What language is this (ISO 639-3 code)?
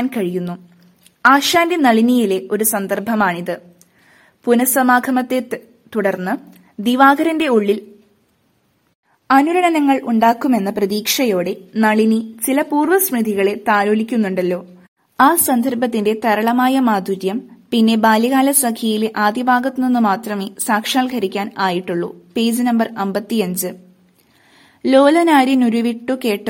mal